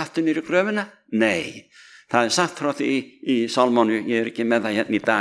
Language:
Icelandic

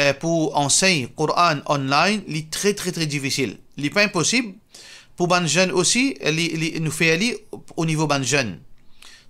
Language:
Morisyen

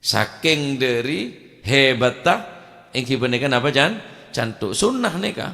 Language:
Madurese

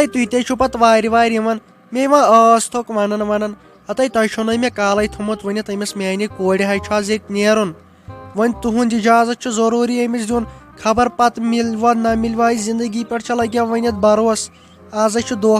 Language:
Kashmiri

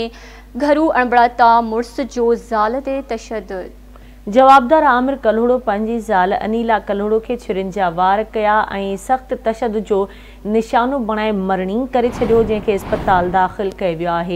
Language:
Sindhi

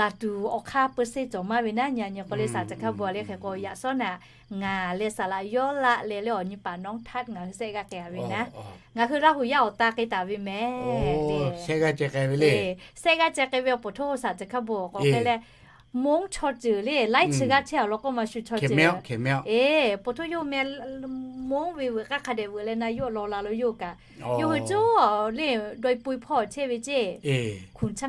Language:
Lahu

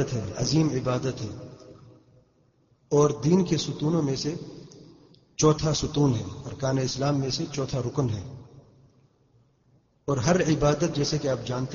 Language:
Urdu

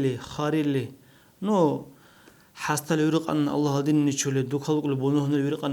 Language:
Dargwa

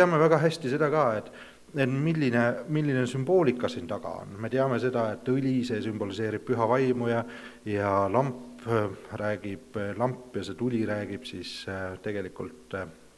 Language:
Estonian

